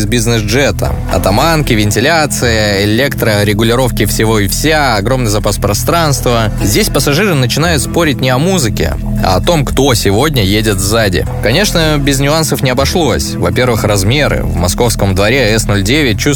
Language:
Russian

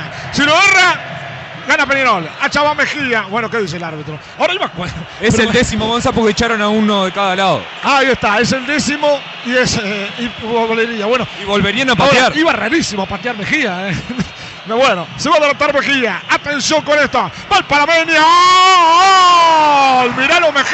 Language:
Spanish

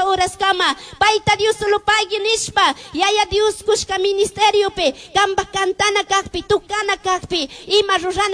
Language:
Chimborazo Highland Quichua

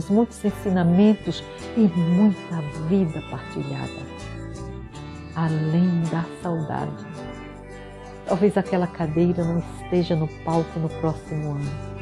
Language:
Portuguese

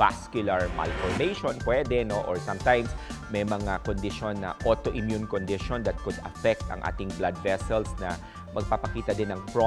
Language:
Filipino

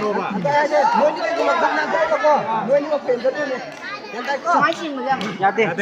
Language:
Manipuri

